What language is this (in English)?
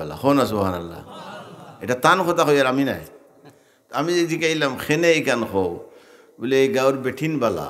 Sylheti